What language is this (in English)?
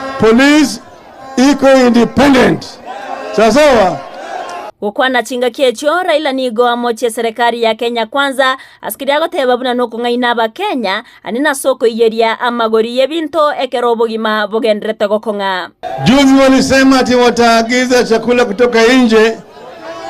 Gusii